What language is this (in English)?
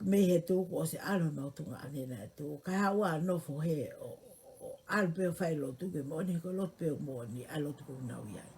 Tongan